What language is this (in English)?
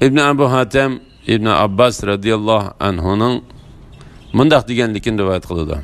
Uyghur